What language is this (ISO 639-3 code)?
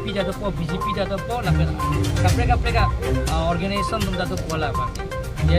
mjw